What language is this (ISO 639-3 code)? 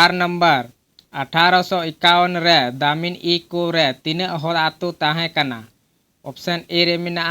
sat